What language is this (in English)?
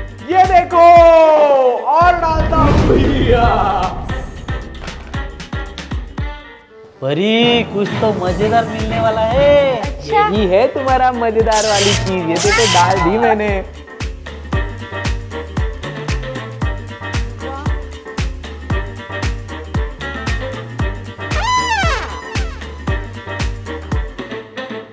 Hindi